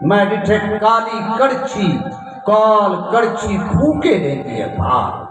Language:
Saraiki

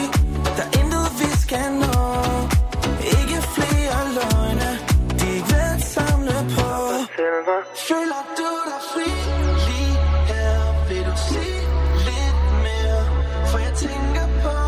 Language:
Danish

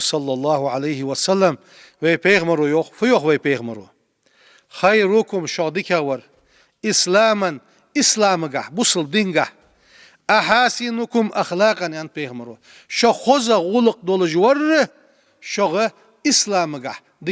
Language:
Ingush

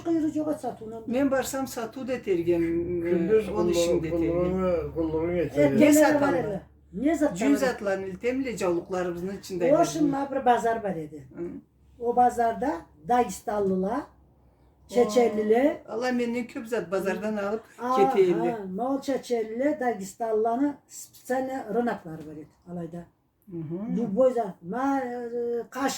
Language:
Karachay-Balkar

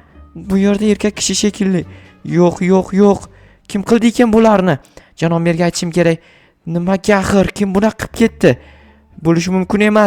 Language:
Uzbek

